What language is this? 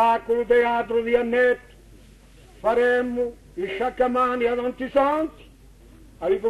Corsican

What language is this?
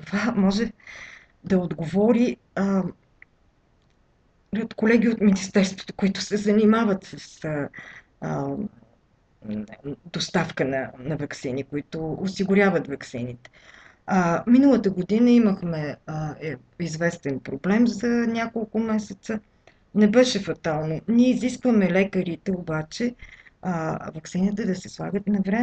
Bulgarian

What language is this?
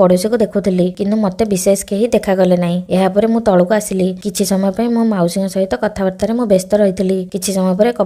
Odia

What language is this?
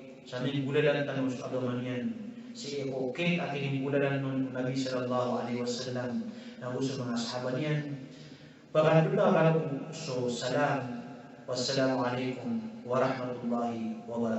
Maranao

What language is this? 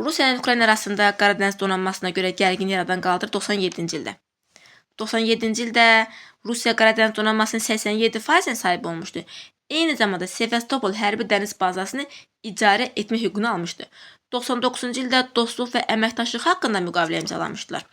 Azerbaijani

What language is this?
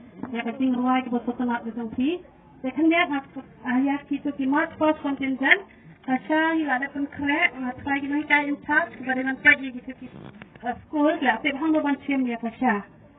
Khasi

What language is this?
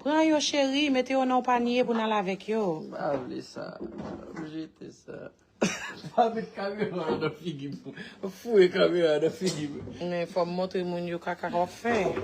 Haitian Creole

